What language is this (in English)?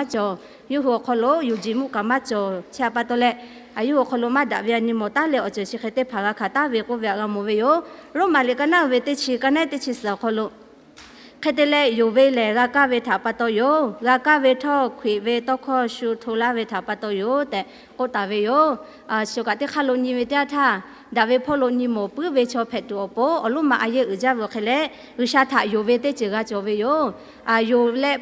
Lahu